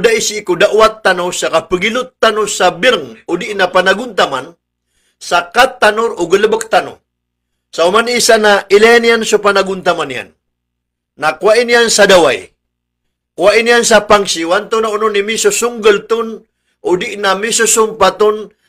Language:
Maranao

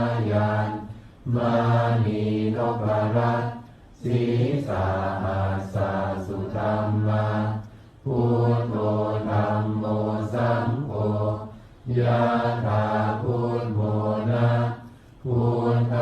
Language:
Pali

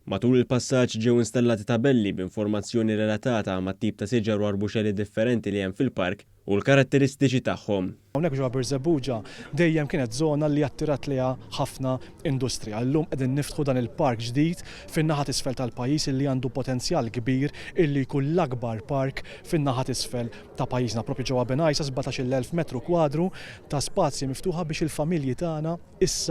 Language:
Maltese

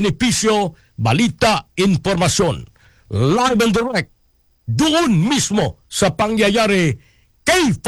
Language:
Filipino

